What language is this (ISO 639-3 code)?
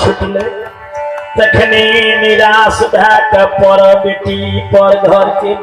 mai